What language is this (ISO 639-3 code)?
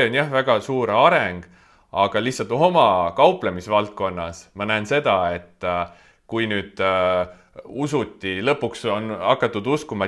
est